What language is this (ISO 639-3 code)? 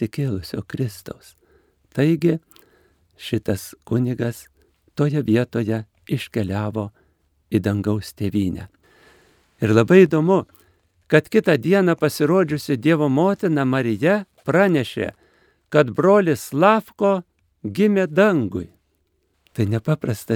lit